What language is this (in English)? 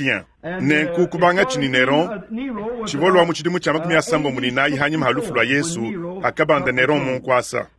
Luba-Lulua